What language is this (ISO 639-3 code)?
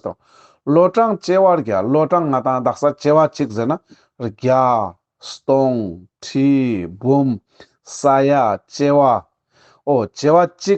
lbj